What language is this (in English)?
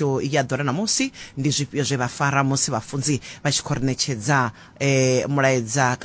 Venda